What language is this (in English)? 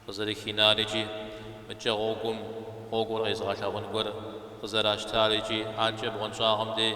Kabardian